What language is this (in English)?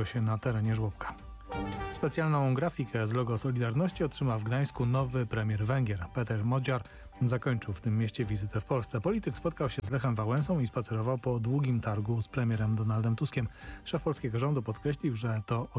Polish